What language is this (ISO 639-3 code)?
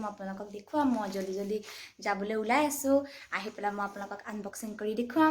asm